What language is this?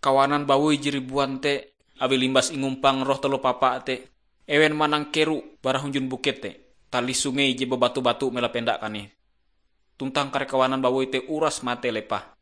Ngaju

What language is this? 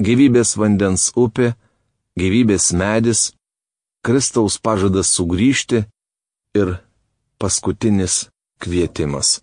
Lithuanian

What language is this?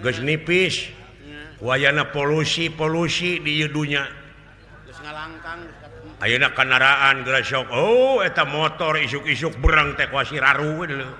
Sundanese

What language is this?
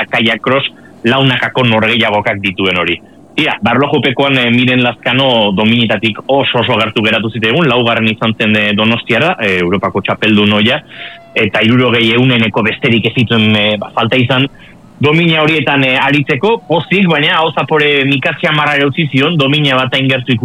Basque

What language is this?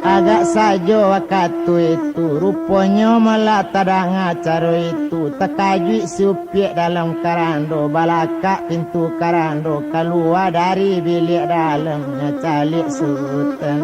Minangkabau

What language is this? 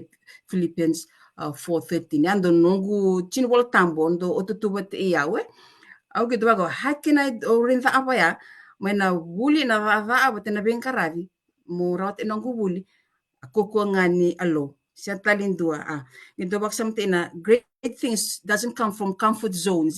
Fijian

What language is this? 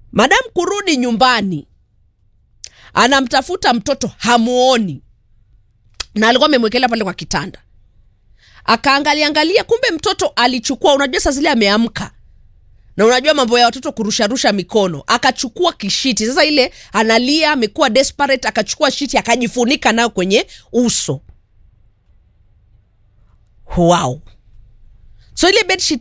Swahili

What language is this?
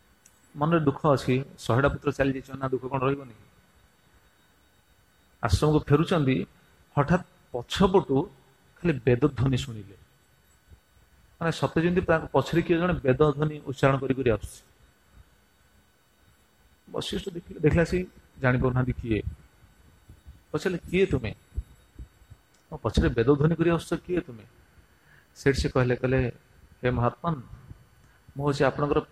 Odia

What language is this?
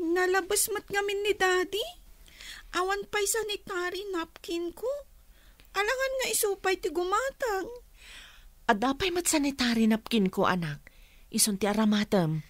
Iloko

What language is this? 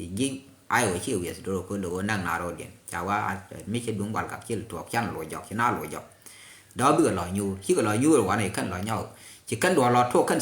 Nuer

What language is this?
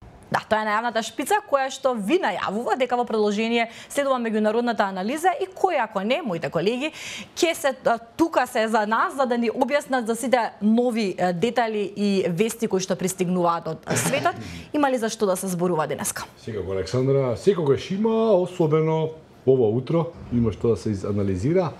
Macedonian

